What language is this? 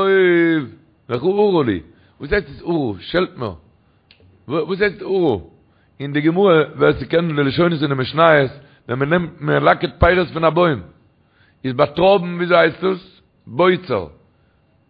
Yiddish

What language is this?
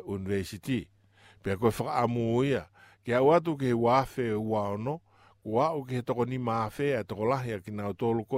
Tongan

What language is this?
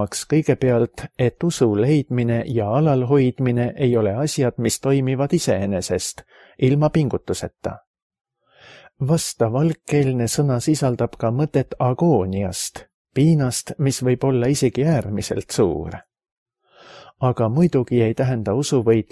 Estonian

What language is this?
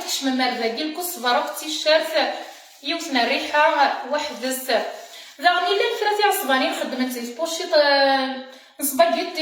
Kabyle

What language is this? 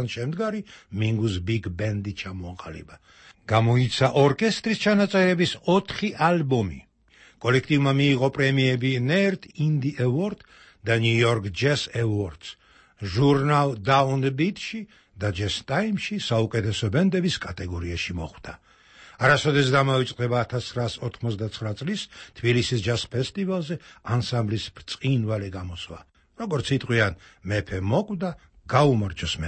Georgian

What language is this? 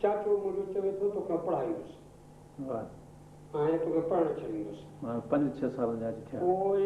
Sindhi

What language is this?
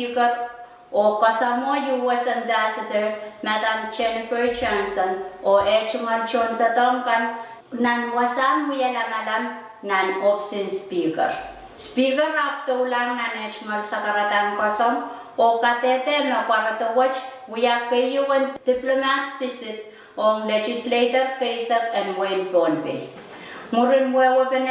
Pohnpeian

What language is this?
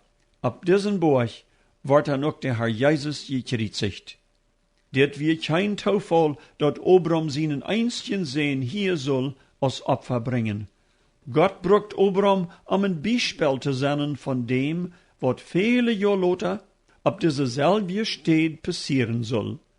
Plautdietsch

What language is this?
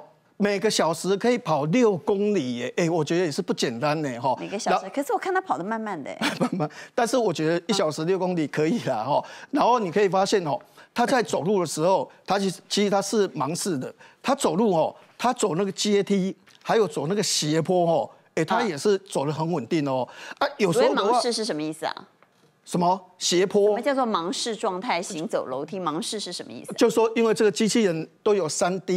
Chinese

